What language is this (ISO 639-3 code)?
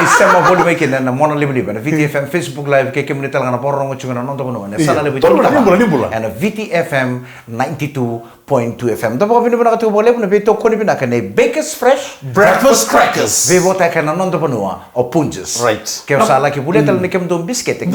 fij